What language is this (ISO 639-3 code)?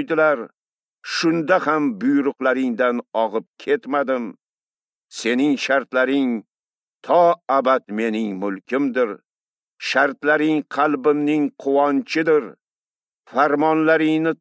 uzb